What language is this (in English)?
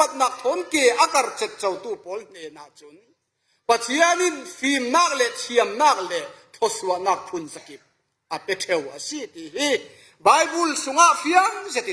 Falam Chin